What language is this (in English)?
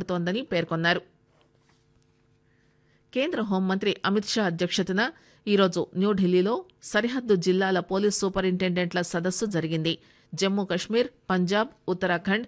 Telugu